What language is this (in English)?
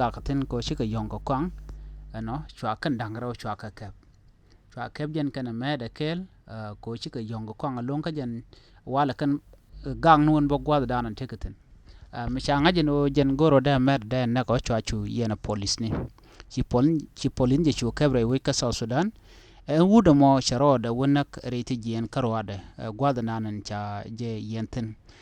Nuer